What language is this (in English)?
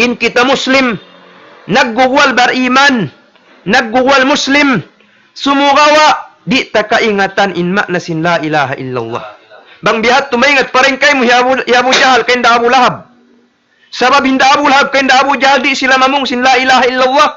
Tausug